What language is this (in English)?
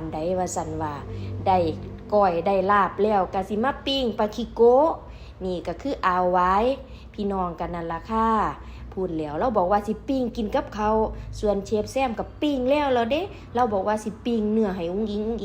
Northeastern Thai